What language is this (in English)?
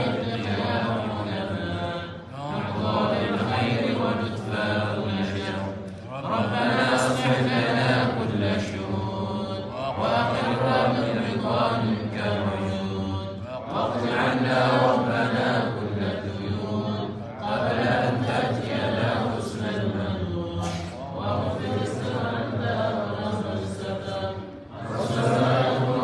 Swahili